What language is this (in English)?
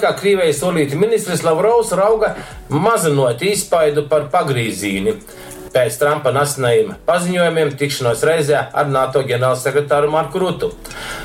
Latgalian